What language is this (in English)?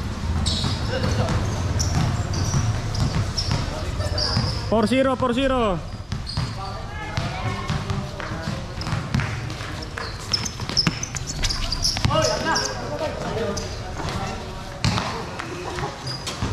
Filipino